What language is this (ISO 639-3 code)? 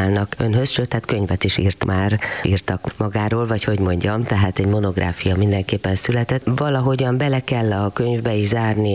hun